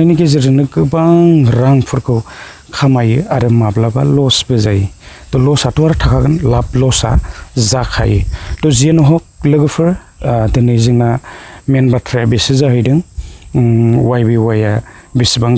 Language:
Bodo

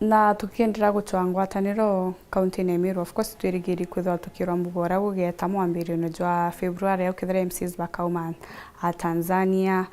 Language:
Meru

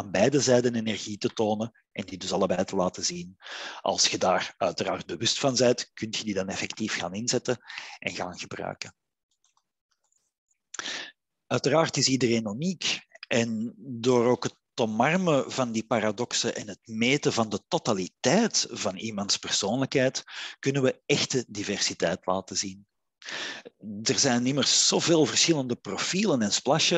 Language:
Dutch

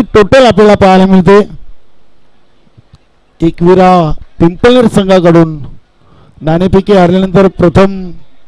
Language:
Marathi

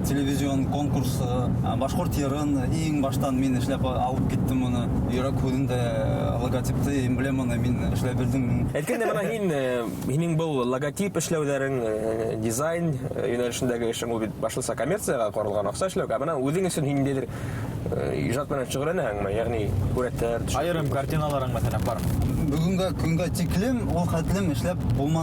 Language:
Bashkir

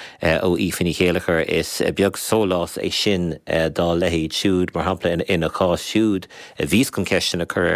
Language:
Irish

